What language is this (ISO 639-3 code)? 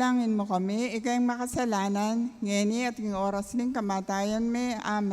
pam